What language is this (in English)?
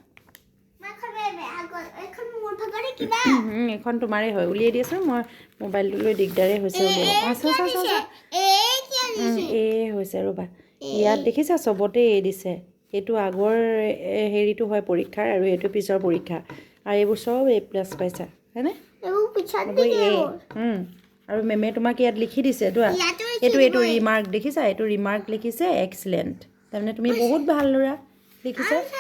Assamese